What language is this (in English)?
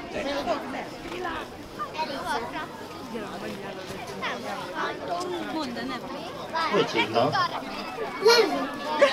Hungarian